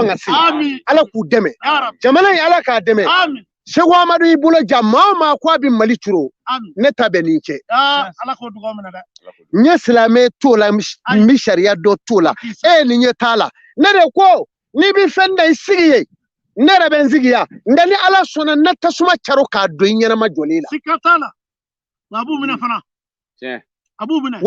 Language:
Bambara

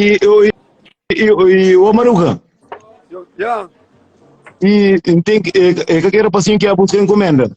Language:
Kabuverdianu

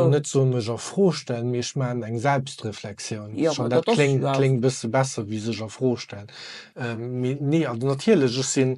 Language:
Luxembourgish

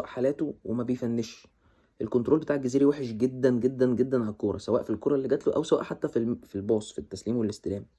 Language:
Egyptian Arabic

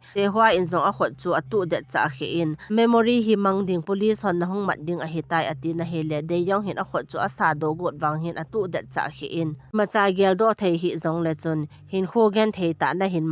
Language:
Thado Chin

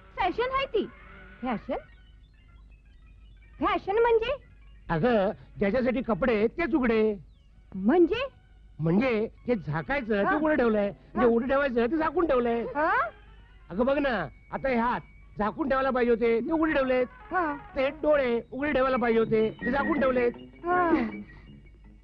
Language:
Marathi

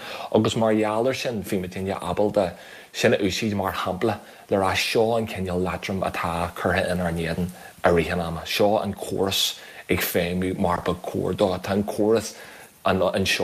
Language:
Irish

